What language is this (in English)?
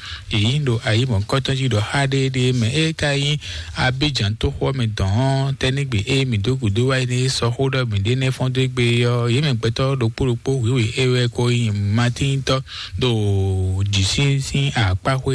Fon